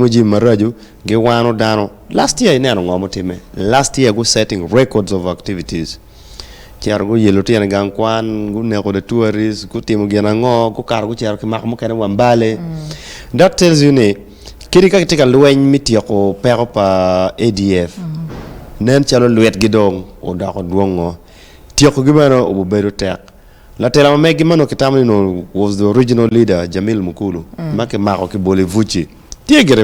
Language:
Acoli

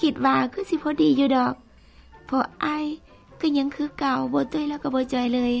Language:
Lao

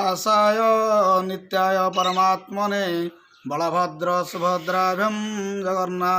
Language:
Odia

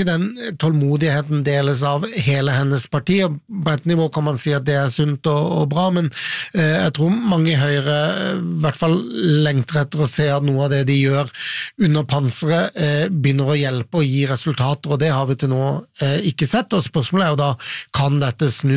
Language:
Norwegian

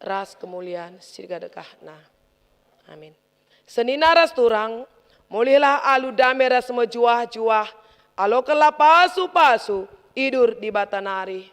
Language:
Batak Karo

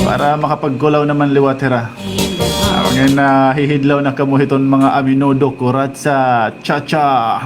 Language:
Waray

